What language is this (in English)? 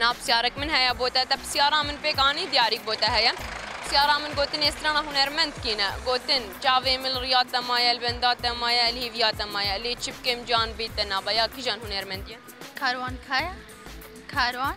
Kurdish